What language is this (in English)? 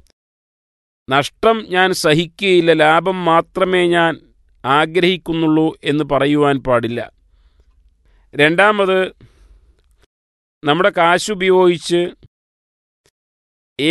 Malayalam